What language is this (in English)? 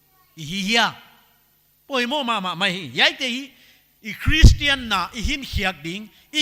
Paite Chin